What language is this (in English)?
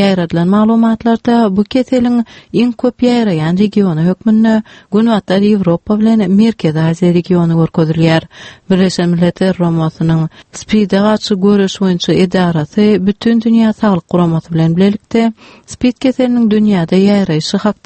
Turkmen